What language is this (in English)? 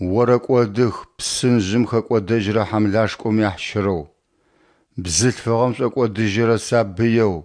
Adyghe